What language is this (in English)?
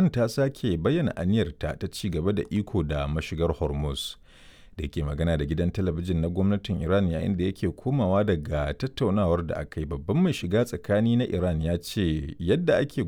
Hausa